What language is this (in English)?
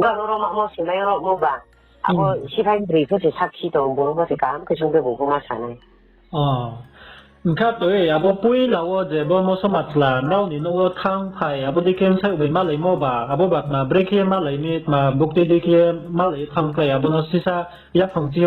Riang (India)